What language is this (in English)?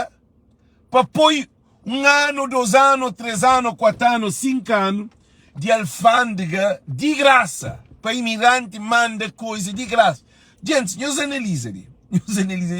Kabuverdianu